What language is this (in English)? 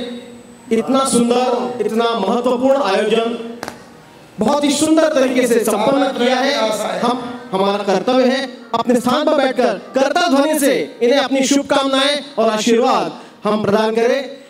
Hindi